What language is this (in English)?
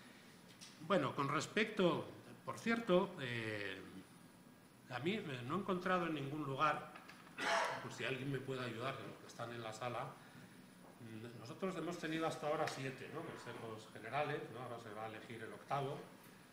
Spanish